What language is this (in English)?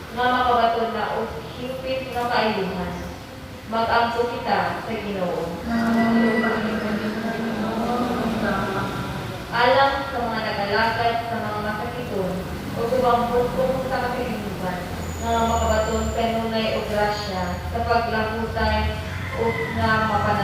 Cebuano